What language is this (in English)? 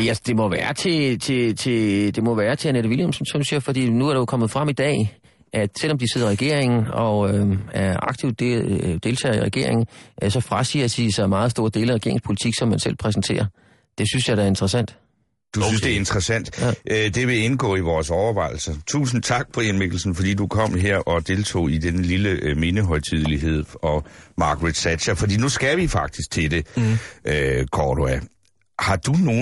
Danish